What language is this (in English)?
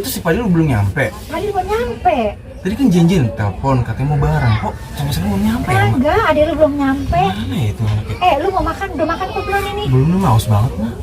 Betawi